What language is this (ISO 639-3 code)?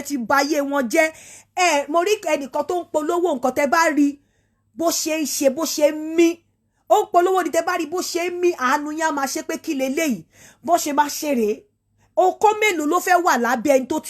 yor